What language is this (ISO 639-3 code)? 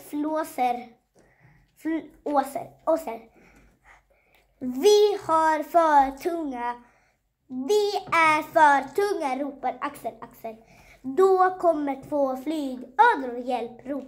swe